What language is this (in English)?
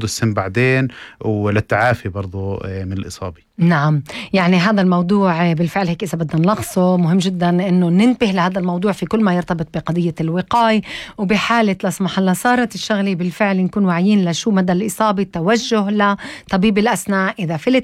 North Levantine Arabic